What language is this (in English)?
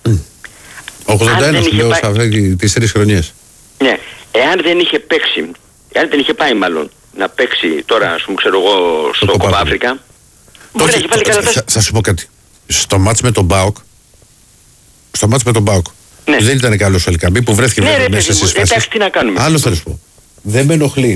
Greek